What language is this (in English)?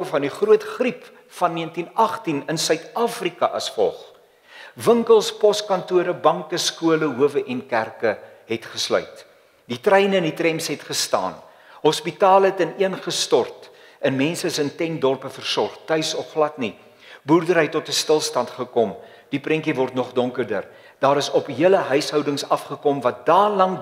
Afrikaans